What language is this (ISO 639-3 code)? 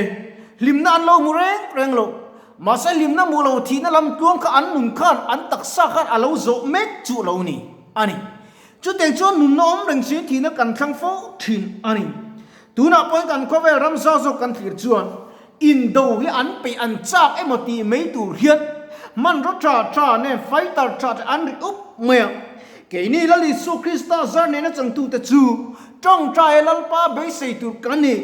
lus